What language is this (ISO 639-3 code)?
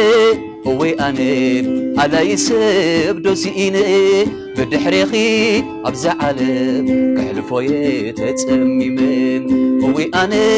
tir